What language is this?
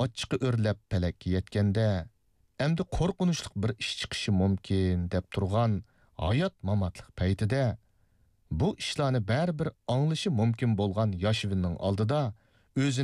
Uyghur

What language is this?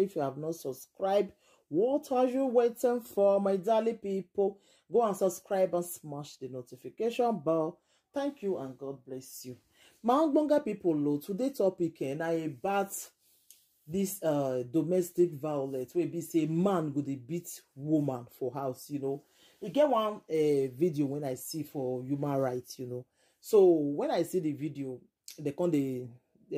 Nigerian Pidgin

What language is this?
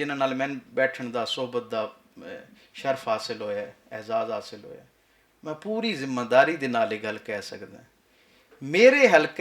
Western Panjabi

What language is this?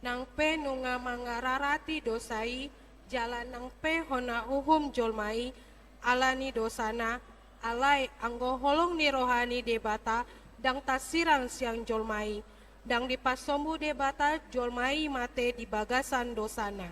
Batak Toba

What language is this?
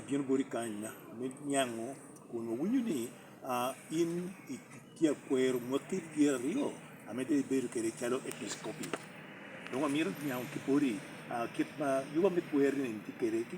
Lango (Uganda)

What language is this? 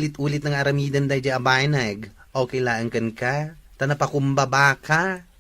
Iloko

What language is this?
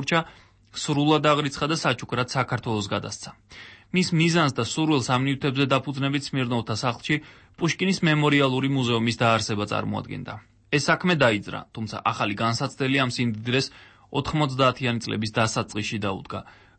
Georgian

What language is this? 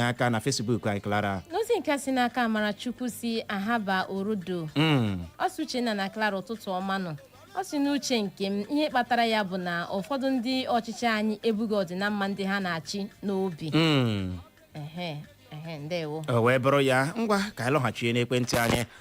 Igbo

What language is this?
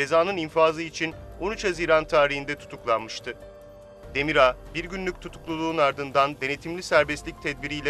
Turkish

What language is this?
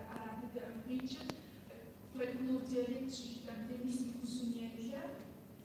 Kabardian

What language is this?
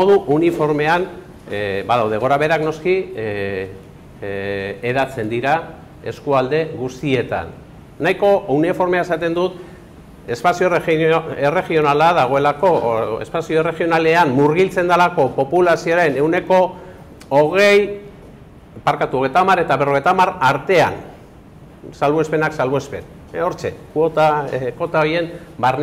Basque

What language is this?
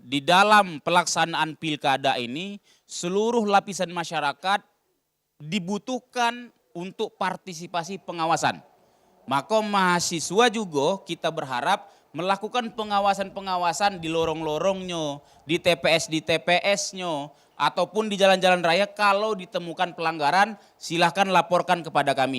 Musi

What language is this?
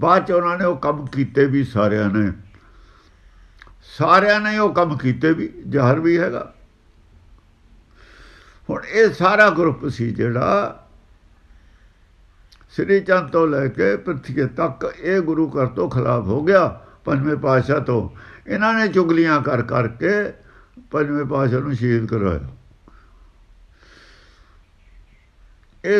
Punjabi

